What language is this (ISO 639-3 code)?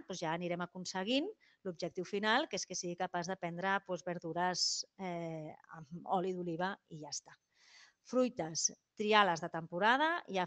cat